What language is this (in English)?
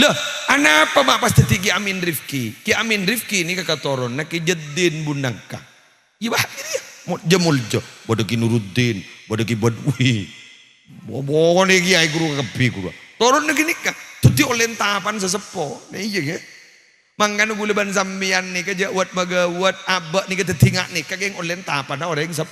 Madurese